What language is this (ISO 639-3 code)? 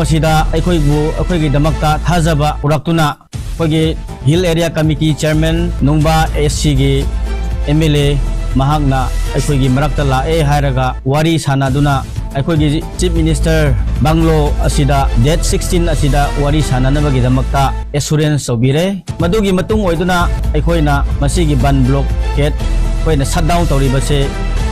mni